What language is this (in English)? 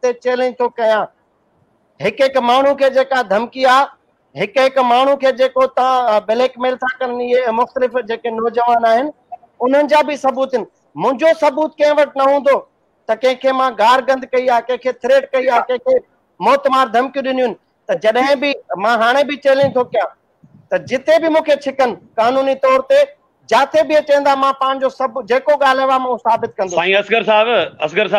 Sindhi